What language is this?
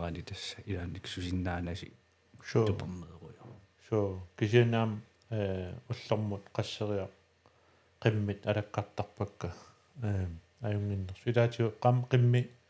Kalaallisut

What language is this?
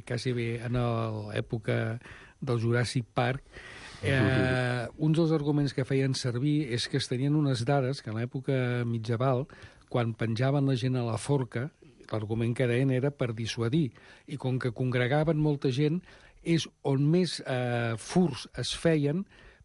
Catalan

